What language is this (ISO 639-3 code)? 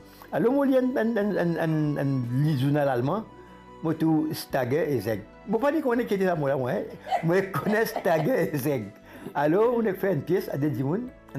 mfe